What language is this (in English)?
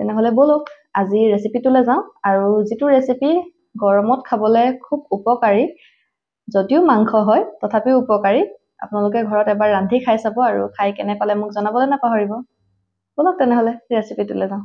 Assamese